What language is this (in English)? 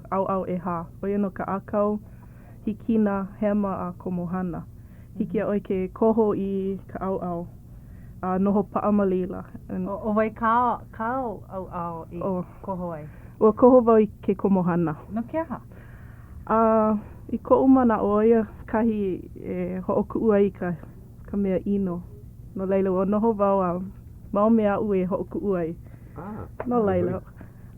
Hawaiian